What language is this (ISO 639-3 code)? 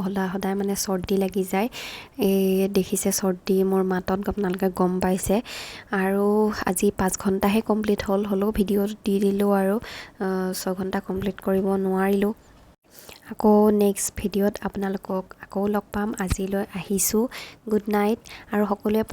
asm